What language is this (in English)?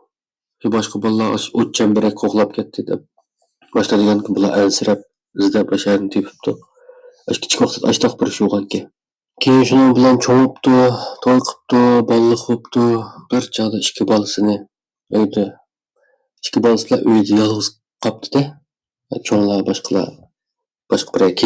Uyghur